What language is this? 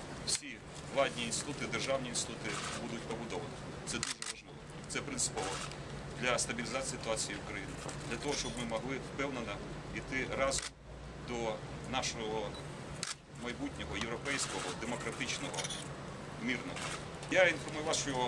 Ukrainian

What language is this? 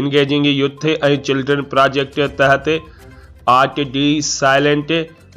Sindhi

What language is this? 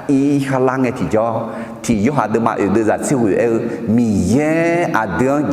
Akha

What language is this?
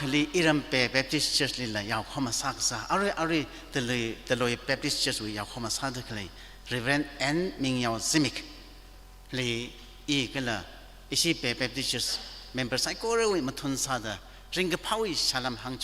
Tangkhul Naga (India)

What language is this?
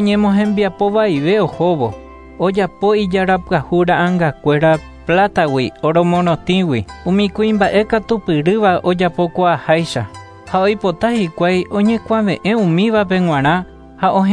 Guarani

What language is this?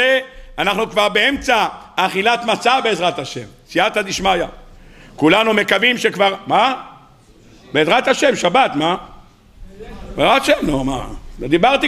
Hebrew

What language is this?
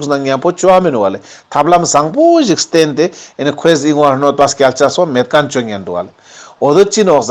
Ladakhi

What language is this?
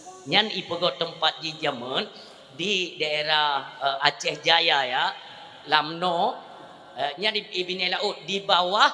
Achinese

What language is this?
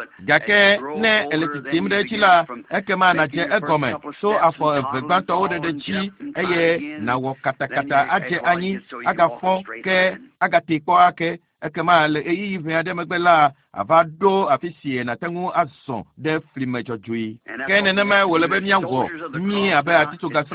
Ewe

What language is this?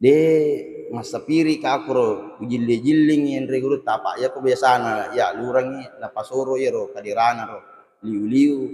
Buginese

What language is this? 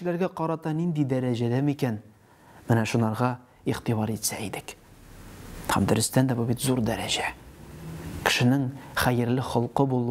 Tatar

